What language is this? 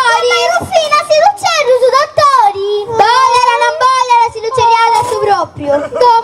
Sardinian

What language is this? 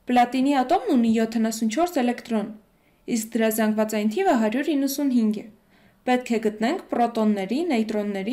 Armenian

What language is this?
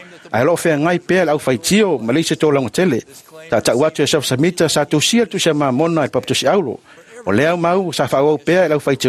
Samoan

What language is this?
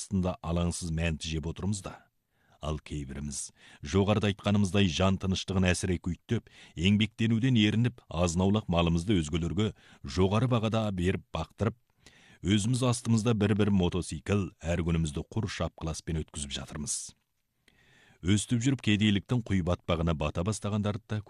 Kazakh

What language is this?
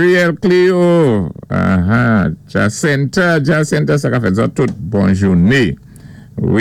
Saint Lucian Creole French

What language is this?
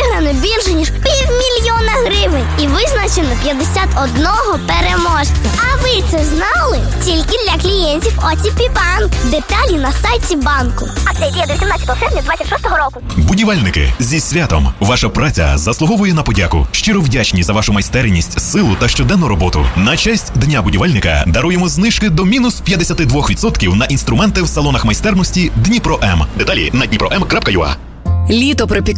Ukrainian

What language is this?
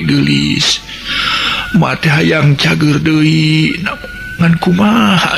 Sundanese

